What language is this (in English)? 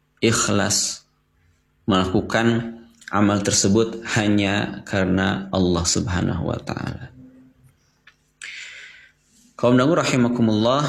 Indonesian